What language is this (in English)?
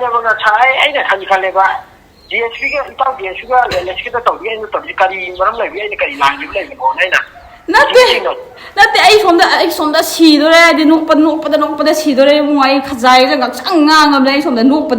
Manipuri